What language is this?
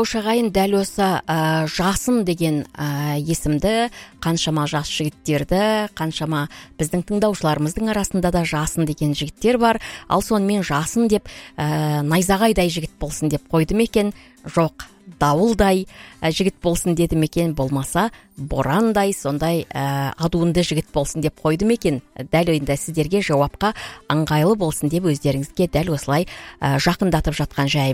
Kazakh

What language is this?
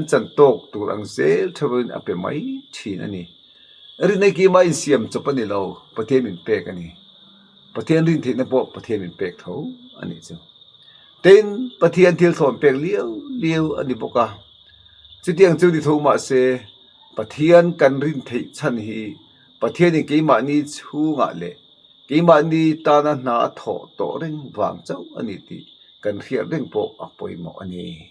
Mizo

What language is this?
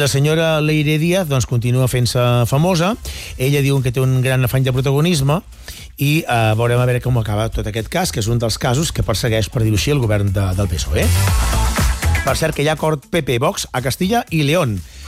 Catalan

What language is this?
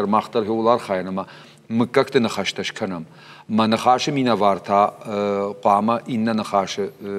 Ossetic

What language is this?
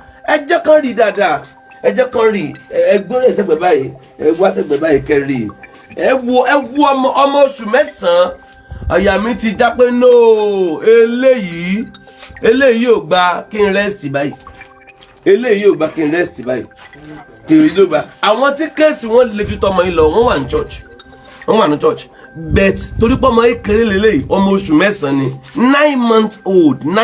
Yoruba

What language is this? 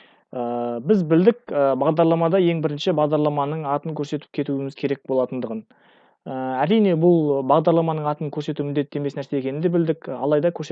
Kazakh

